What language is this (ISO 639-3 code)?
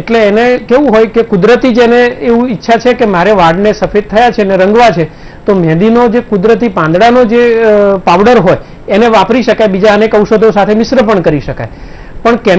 guj